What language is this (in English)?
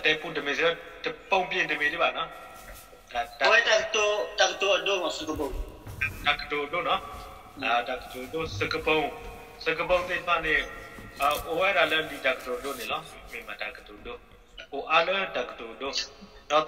S'gaw Karen